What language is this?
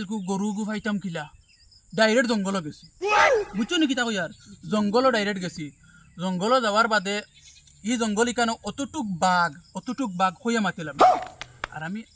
Sylheti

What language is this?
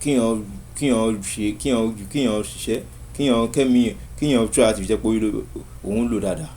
Yoruba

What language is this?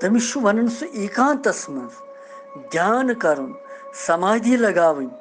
Kashmiri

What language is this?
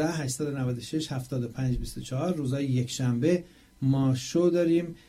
Persian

